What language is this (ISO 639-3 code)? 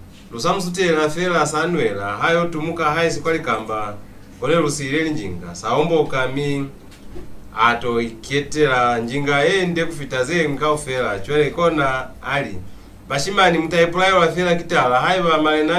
loz